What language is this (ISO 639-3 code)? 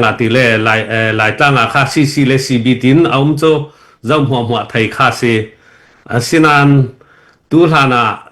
cnh